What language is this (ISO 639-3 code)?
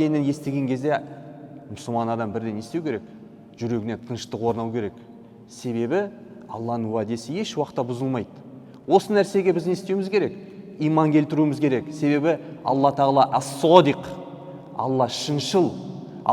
kaz